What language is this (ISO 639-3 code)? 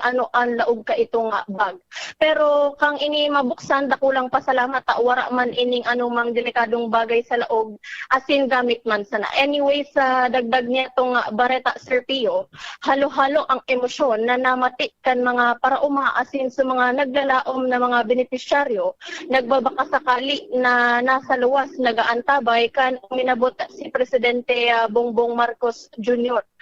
bik